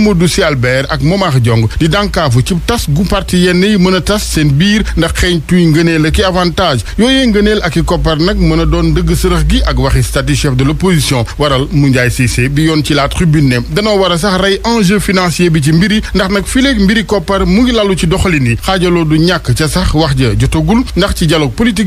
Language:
Wolof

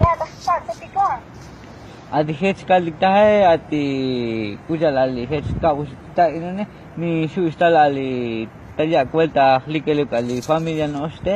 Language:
Tzotzil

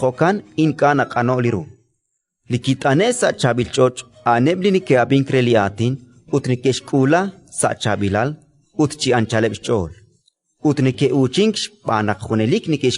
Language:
Kekchí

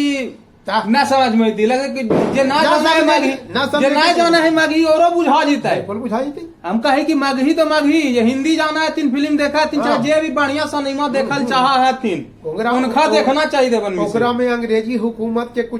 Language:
Magahi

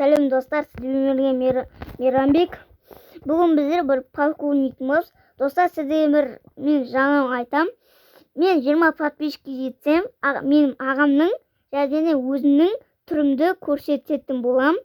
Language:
Kazakh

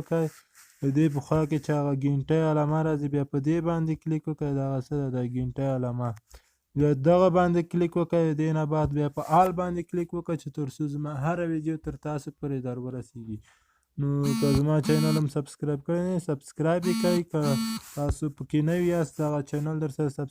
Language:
Pashto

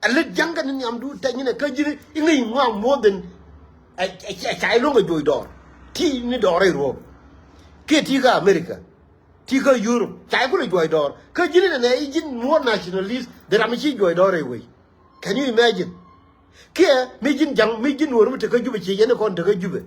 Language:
Nuer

